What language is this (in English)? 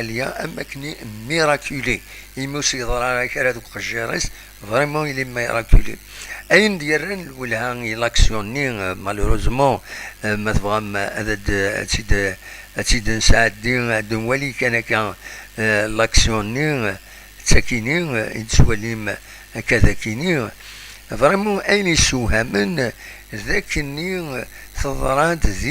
Kabyle